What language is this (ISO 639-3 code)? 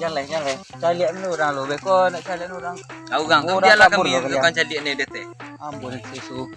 min